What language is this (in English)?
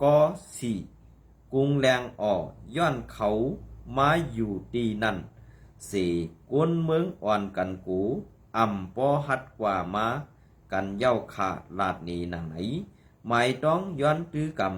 Shan